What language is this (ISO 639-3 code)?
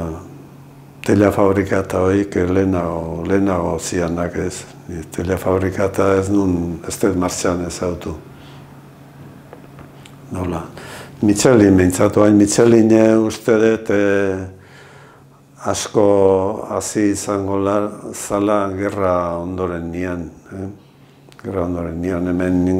eus